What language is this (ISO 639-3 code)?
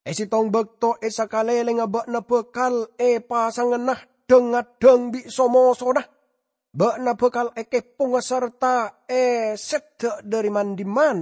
mad